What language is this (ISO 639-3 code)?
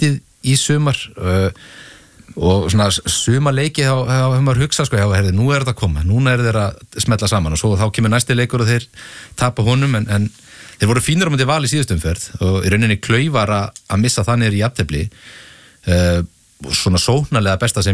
isl